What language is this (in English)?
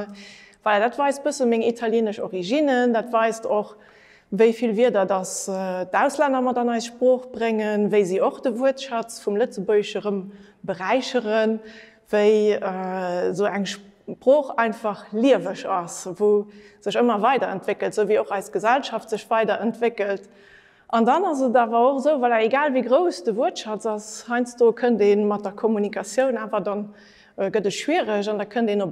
Luxembourgish